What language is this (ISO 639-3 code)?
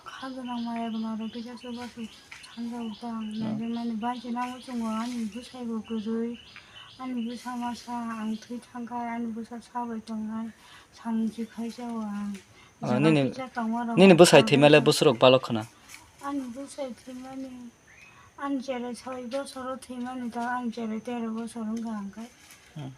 trp